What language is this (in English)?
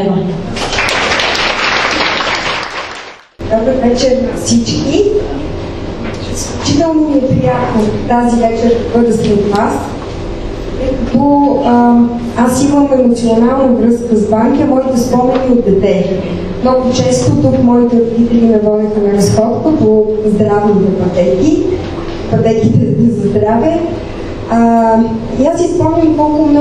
Bulgarian